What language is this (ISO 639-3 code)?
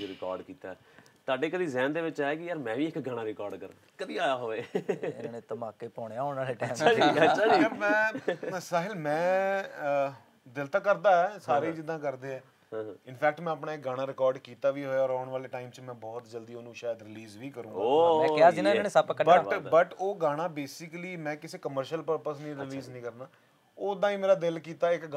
pan